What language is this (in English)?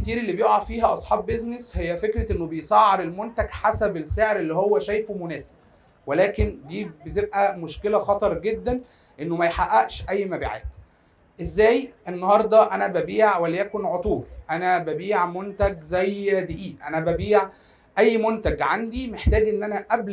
Egyptian Arabic